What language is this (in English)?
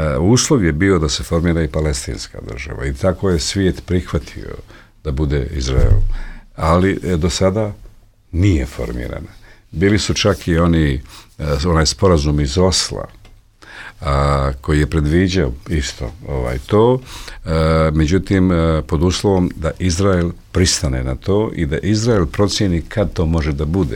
Bosnian